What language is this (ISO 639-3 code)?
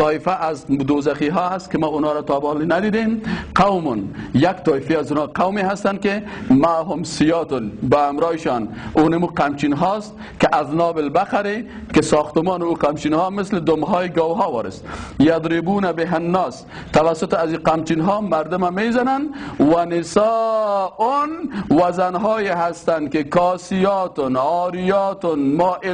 fas